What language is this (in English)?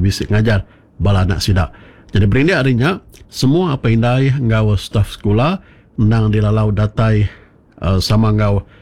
Iban